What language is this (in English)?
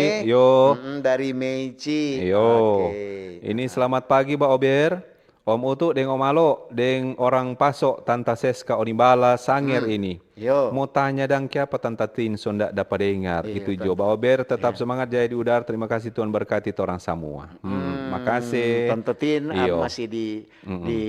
Manado Malay